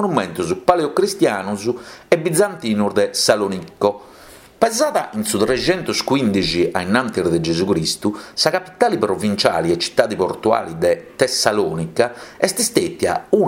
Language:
Sardinian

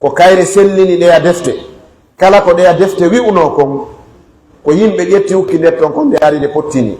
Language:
Pular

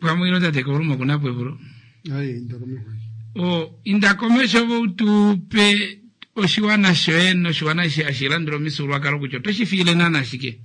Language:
Kuanyama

